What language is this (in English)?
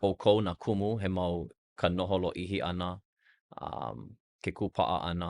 Hawaiian